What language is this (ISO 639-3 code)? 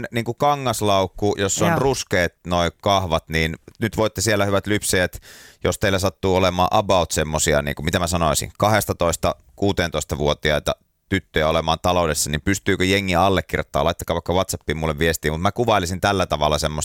fin